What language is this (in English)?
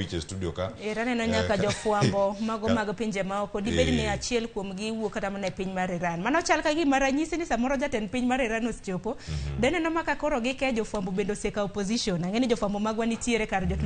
Luo (Kenya and Tanzania)